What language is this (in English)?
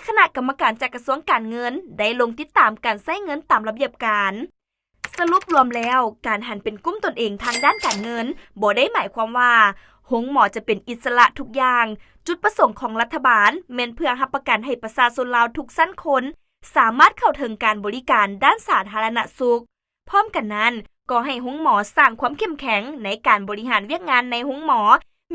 Lao